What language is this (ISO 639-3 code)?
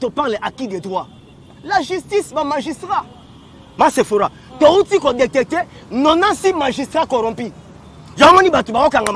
lin